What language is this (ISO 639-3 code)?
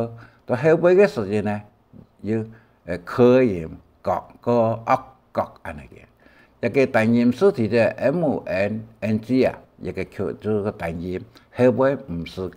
hak